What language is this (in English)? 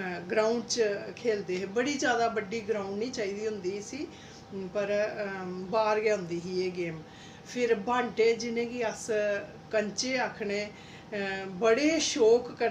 Dogri